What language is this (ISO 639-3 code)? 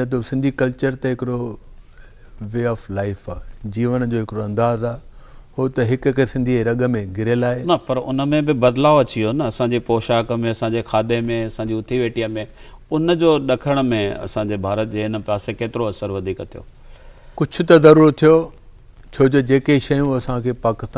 snd